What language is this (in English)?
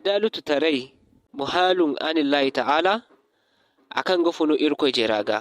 Zarma